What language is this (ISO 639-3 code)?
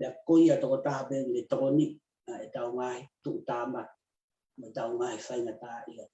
ton